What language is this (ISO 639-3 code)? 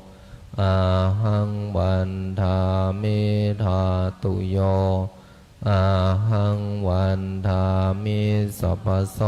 pli